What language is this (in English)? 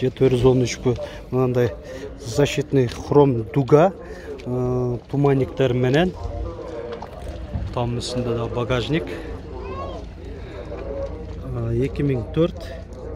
Kyrgyz